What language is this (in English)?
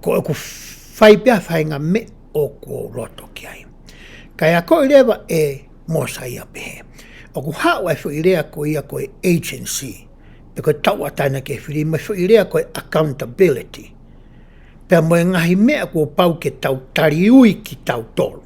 Tongan